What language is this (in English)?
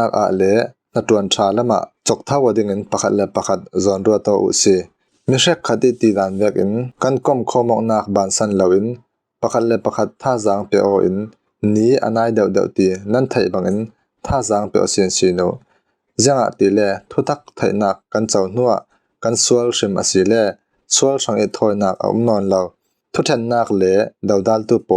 Falam Chin